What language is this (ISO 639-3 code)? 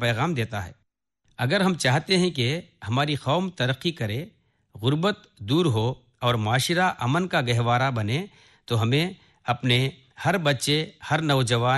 urd